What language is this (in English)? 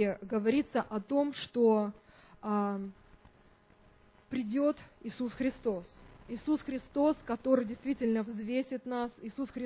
Russian